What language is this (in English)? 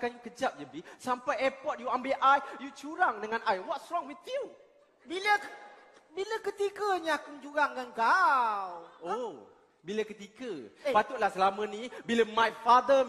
Malay